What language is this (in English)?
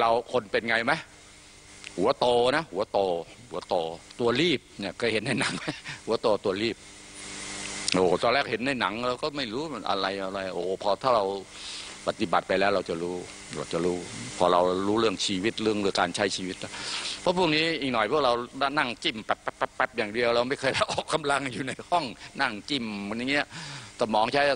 Thai